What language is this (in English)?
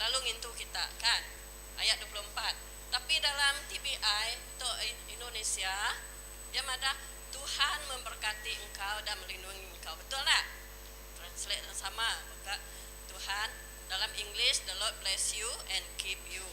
Iban